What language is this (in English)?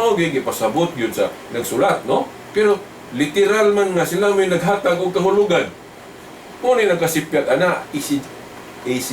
Cebuano